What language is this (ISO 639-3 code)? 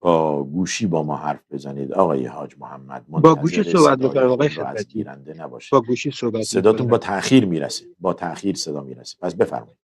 fas